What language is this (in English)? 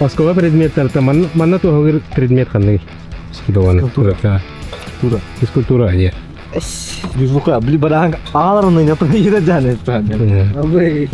Yakut